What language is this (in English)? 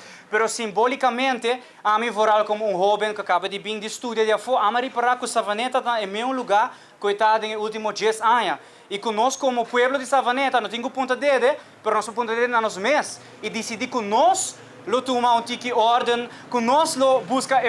Papiamento